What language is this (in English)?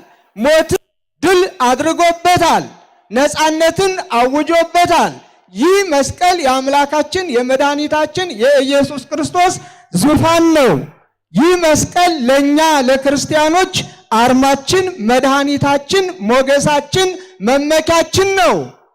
Amharic